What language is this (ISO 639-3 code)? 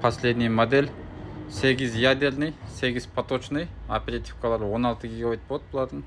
kir